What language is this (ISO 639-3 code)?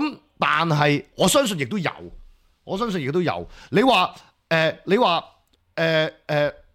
yue